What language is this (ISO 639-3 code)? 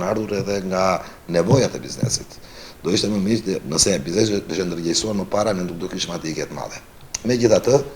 sqi